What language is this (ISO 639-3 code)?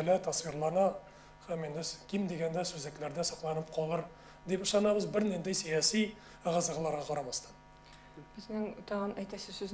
tat